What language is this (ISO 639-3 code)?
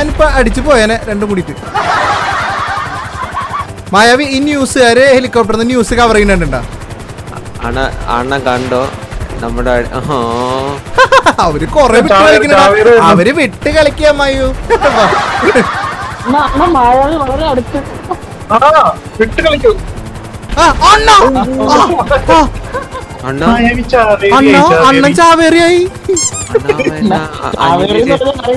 mal